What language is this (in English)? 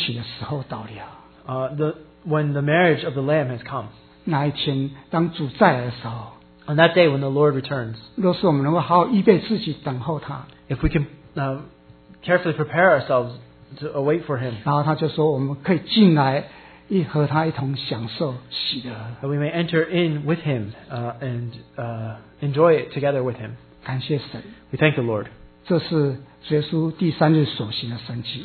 Chinese